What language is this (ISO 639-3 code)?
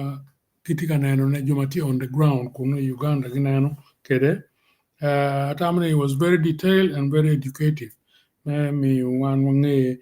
ach